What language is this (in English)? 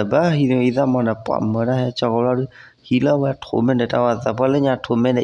S'gaw Karen